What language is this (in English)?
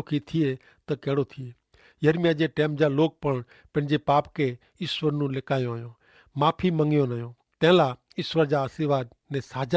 Kachhi